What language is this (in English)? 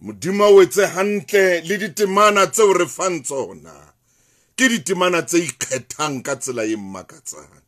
Southern Sotho